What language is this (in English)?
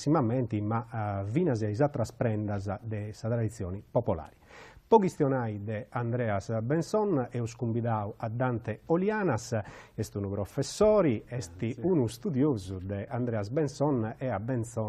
Sardinian